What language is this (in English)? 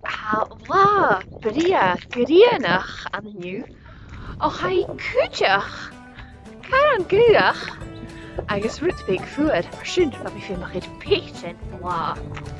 Scottish Gaelic